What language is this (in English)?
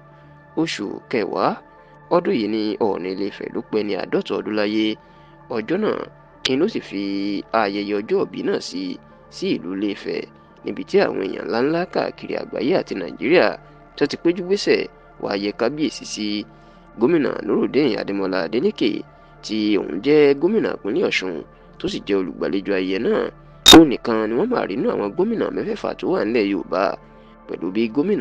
Yoruba